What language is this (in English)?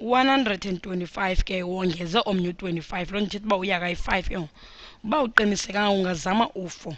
Xhosa